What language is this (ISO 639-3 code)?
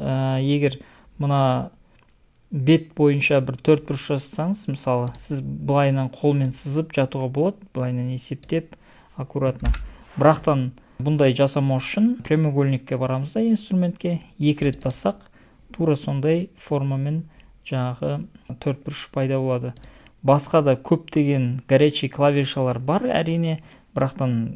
kaz